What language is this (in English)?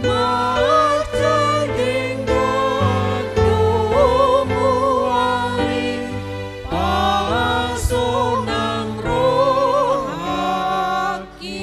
Batak Toba